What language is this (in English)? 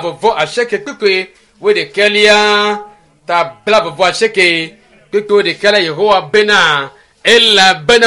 Ewe